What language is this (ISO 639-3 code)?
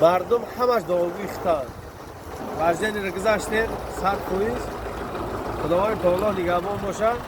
tgk